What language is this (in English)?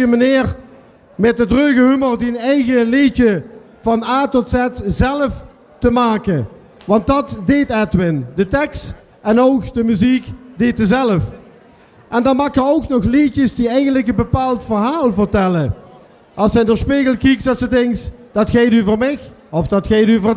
Limburgish